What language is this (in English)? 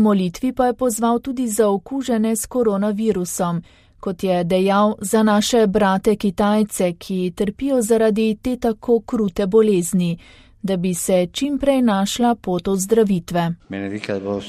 Slovenian